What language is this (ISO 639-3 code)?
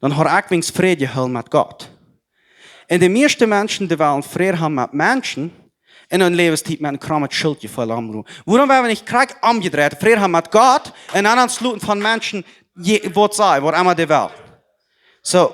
pdt